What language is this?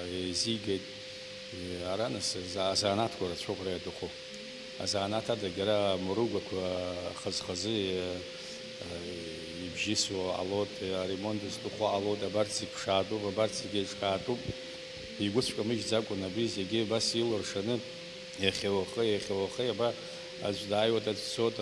Abkhazian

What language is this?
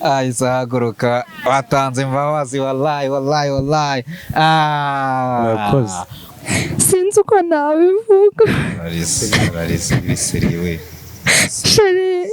Kinyarwanda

